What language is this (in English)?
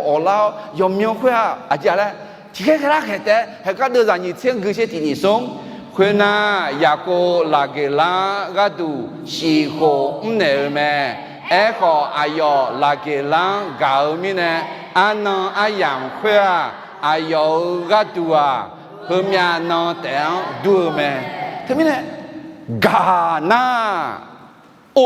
Akha